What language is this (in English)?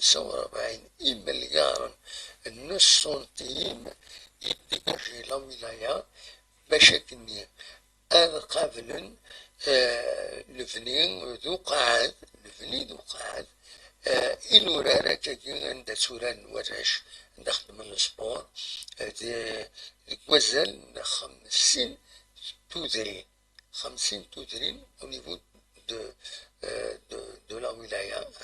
Kabyle